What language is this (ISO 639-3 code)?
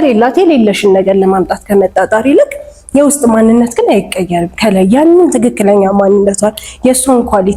amh